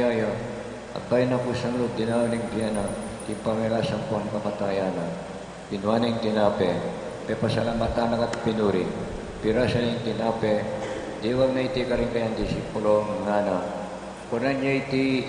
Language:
Pampanga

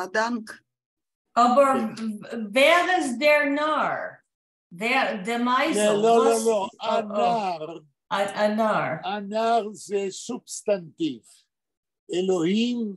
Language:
Yiddish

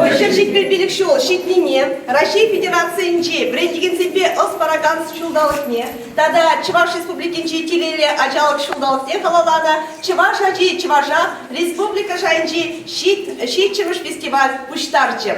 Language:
Chuvash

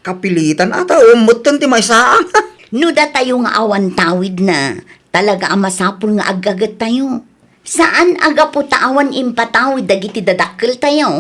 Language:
Iloko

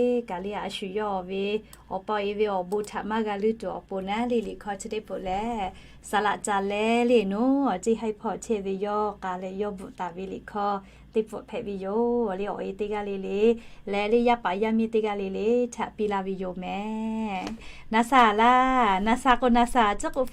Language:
Lahu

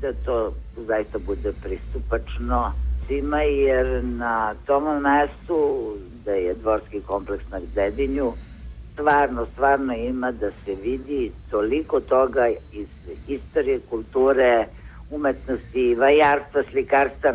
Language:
Serbian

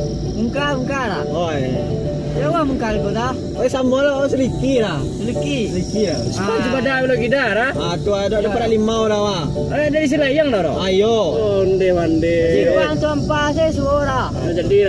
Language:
Minangkabau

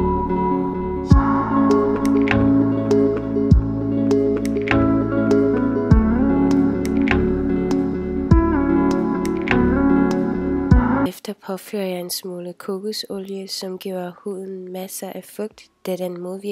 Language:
Danish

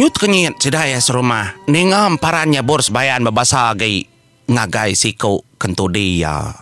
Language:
Iban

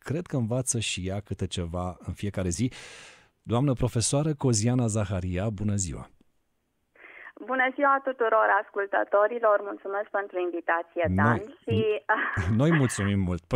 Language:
Romanian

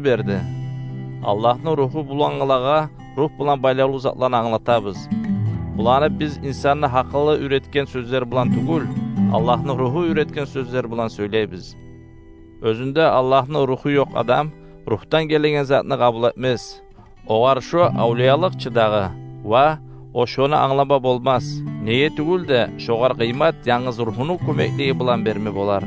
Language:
Kumyk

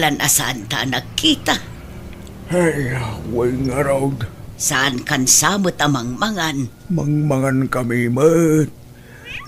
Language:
Iloko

